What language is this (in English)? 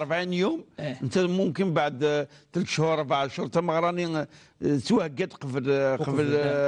Kabyle